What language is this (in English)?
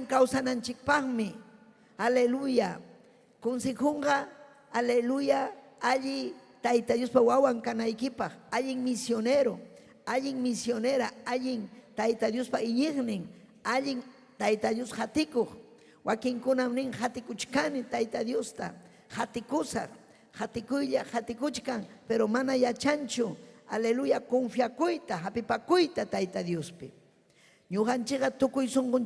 Ayacucho Quechua